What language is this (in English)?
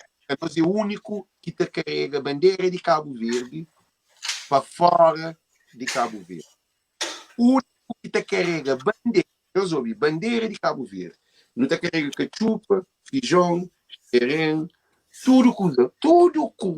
Kabuverdianu